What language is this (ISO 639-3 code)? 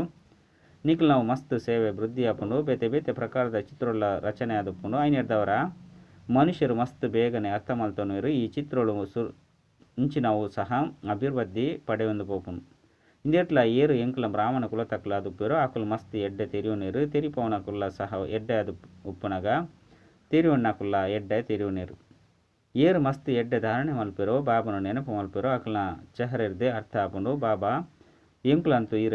tcy